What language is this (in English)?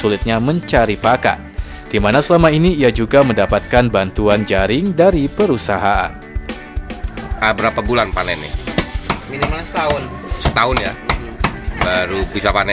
Indonesian